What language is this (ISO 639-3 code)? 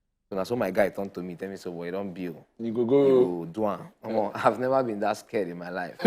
pcm